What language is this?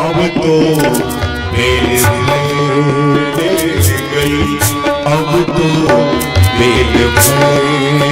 Maithili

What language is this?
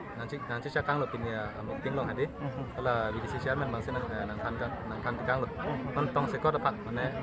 Karbi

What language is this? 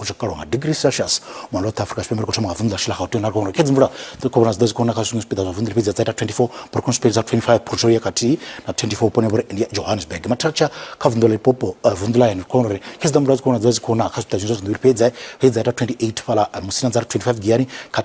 Venda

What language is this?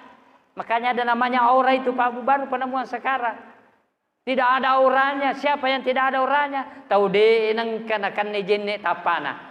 Buginese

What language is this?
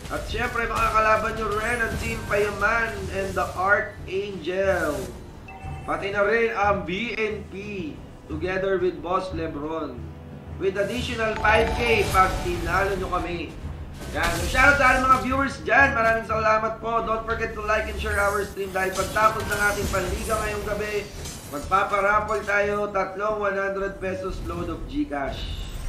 Filipino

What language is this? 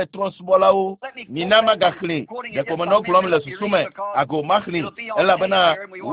Ewe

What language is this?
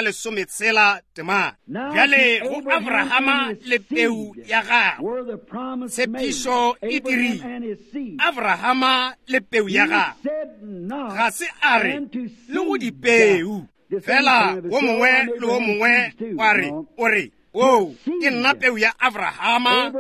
Northern Sotho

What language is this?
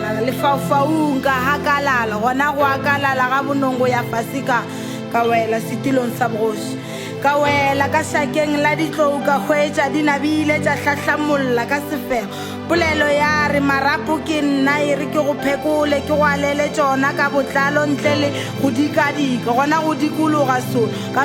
Northern Sotho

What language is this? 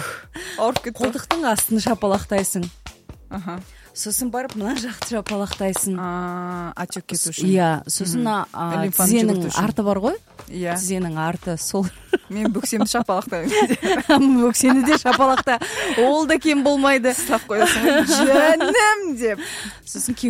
Kazakh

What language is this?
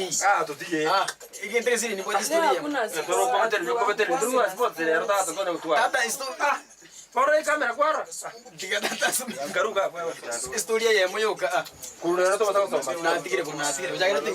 Gusii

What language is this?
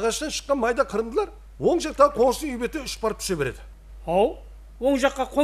Kara-Kalpak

